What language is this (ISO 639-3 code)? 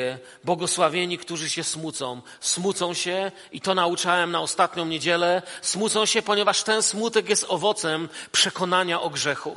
pol